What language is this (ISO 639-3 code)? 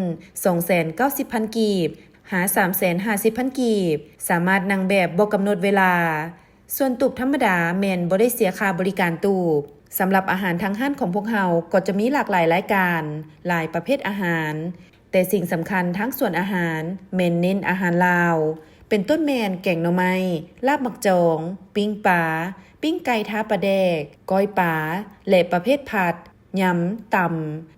lao